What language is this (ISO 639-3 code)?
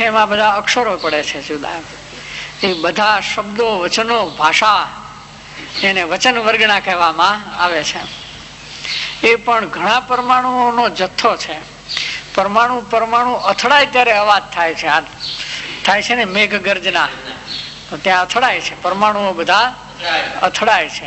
guj